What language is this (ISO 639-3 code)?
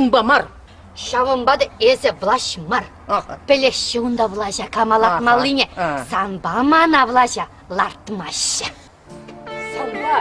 chv